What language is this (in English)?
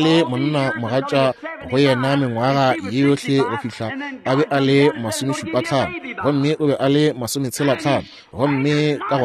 Northern Sotho